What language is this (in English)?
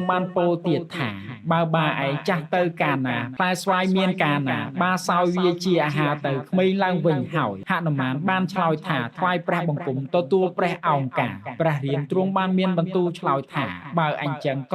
Khmer